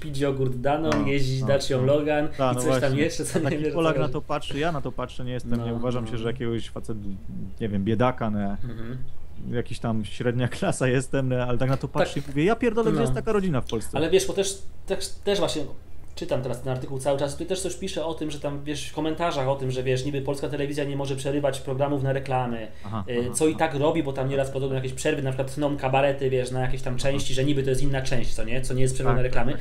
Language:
Polish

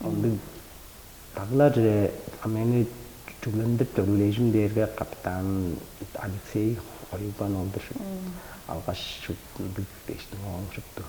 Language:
Tuvinian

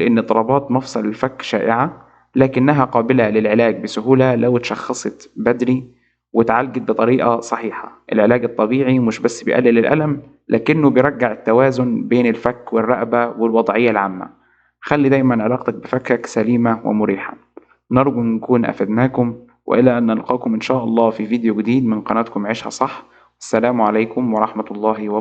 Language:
Egyptian Arabic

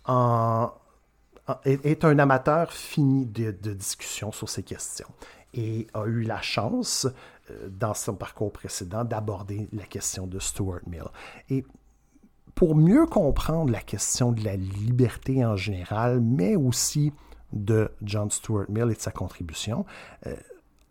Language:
French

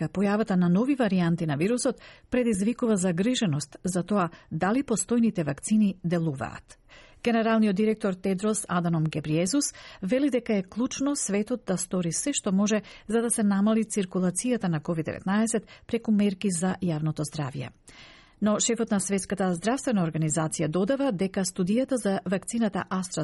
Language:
Macedonian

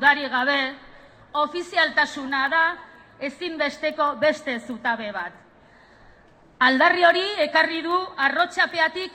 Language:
Basque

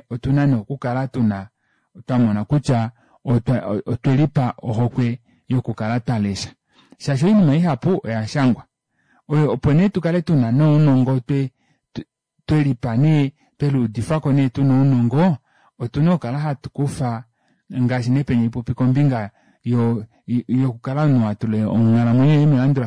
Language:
Kuanyama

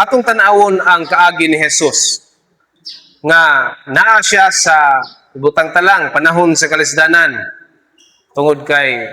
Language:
Cebuano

